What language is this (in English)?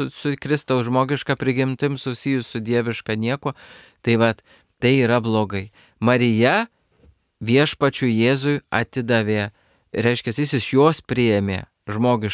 Lithuanian